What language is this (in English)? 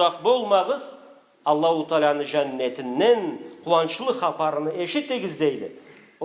Karachay-Balkar